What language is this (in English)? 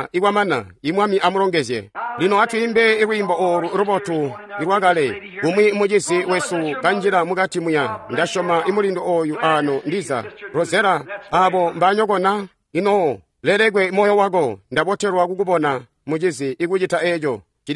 Tonga (Zambia)